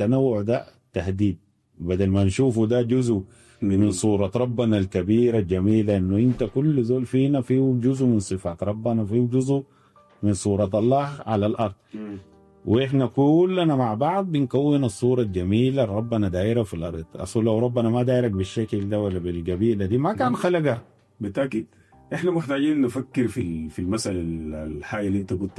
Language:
Sudanese Arabic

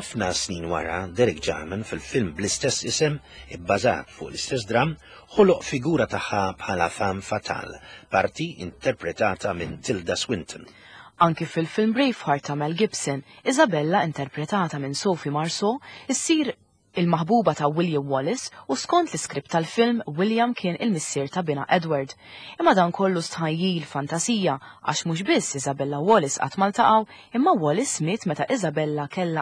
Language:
Maltese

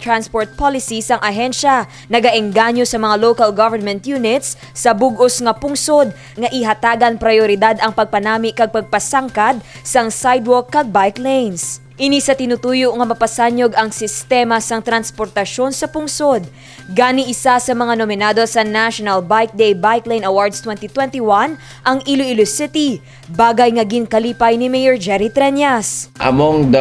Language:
Hiligaynon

